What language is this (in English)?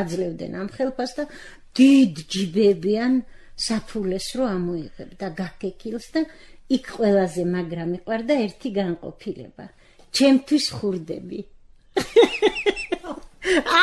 Georgian